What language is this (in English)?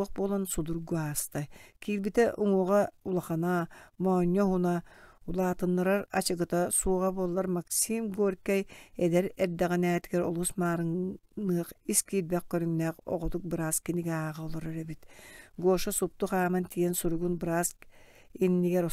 Yakut